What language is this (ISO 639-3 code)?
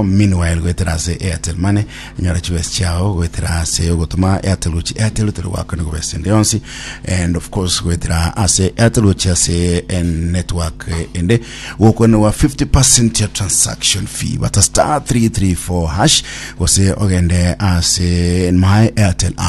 guz